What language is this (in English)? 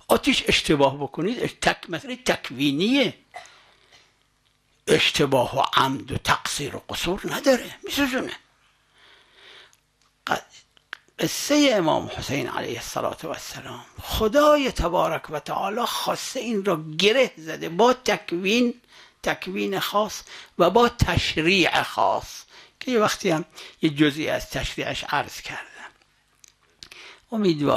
Persian